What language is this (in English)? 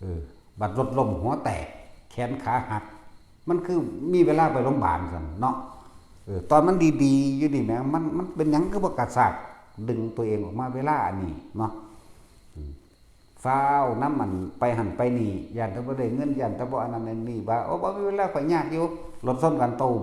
Lao